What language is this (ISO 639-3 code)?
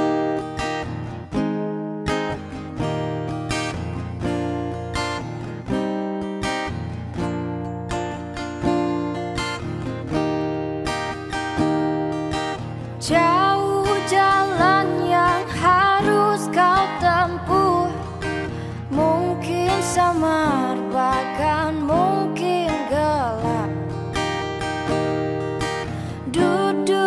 ind